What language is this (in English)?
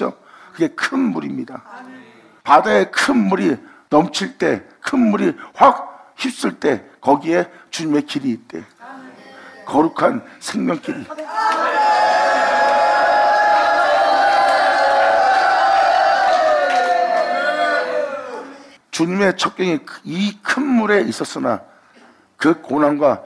Korean